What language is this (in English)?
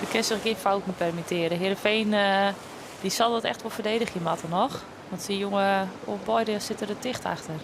Western Frisian